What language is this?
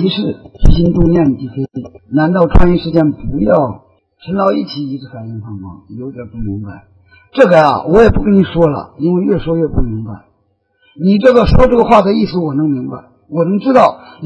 Chinese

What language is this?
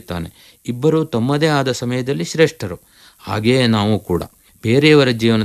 Kannada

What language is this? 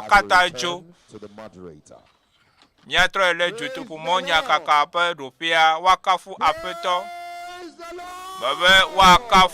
Ewe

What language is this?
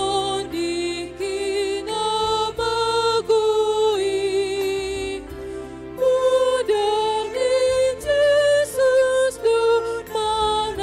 Batak Toba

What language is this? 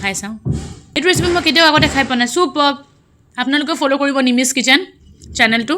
Assamese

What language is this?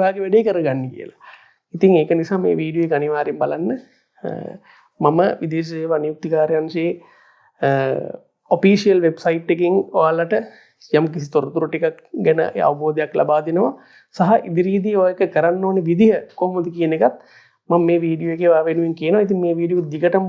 Sinhala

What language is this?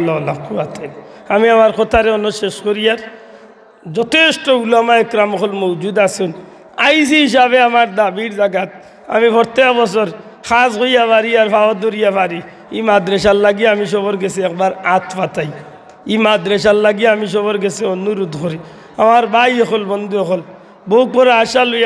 Sylheti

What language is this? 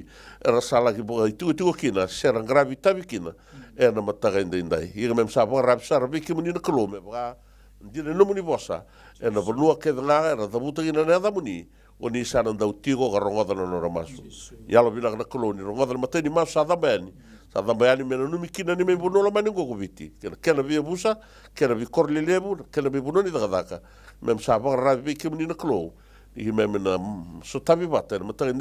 Fijian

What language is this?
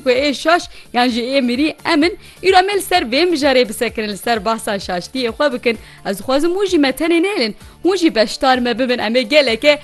Kurdish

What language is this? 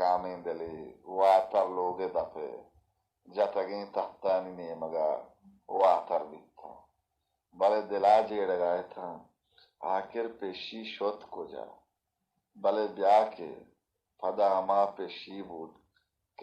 Baluchi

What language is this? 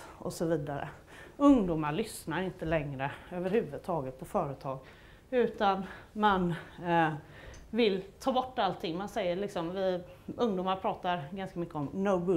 Swedish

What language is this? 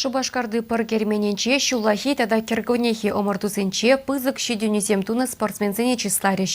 Chuvash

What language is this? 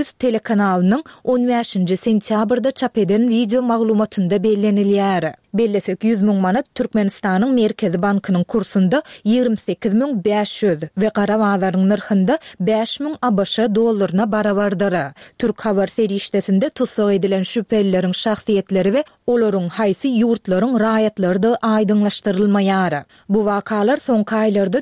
Turkmen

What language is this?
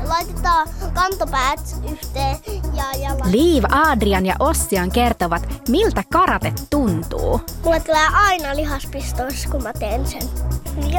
Finnish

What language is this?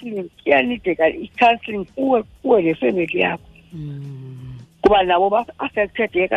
Xhosa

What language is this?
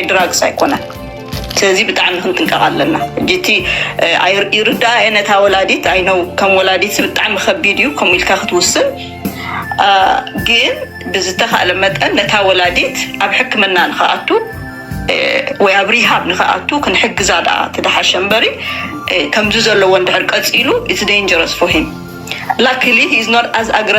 Tigrinya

